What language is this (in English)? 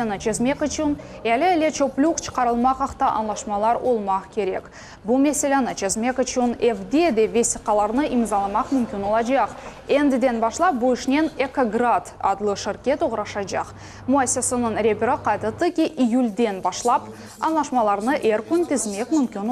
Crimean Tatar